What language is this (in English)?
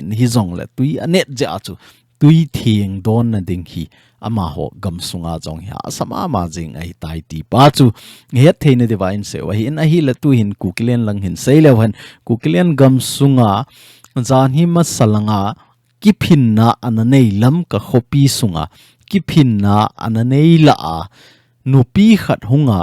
Thado Chin